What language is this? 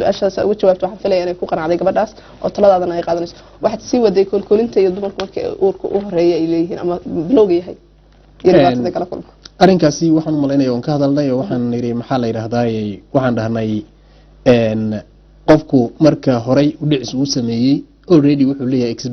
Somali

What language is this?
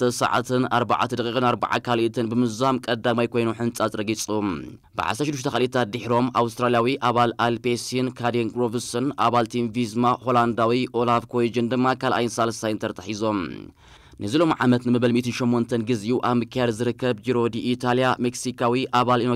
Tigrinya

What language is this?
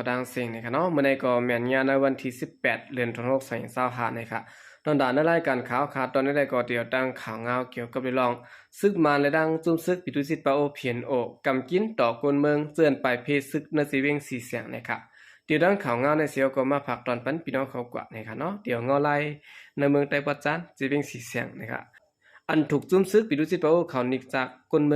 Shan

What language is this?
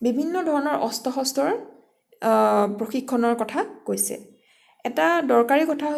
Assamese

